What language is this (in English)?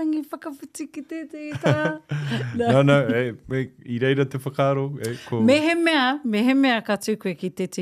Māori